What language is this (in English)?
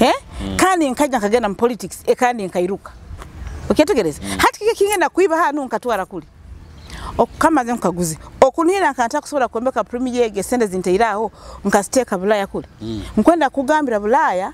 Nyoro